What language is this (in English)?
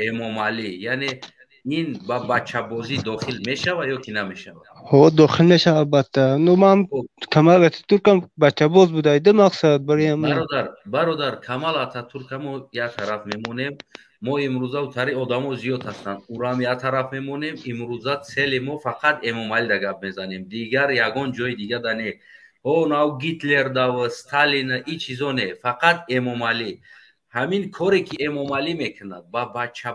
Tajik